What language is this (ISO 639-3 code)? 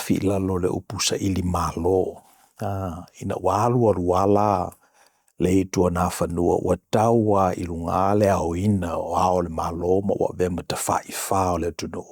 smo